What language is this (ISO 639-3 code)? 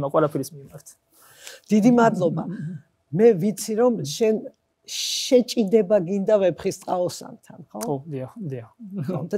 kat